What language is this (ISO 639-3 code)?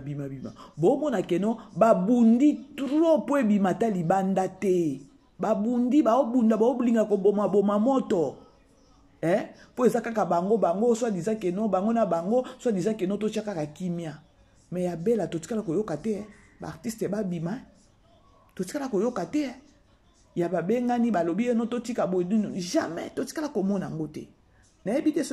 lin